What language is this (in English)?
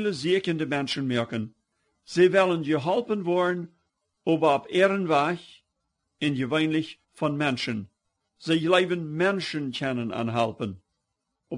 Plautdietsch